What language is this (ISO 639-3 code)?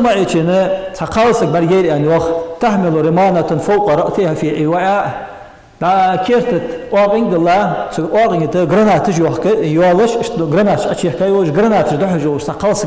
inh